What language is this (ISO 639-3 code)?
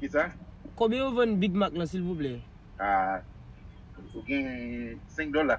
hat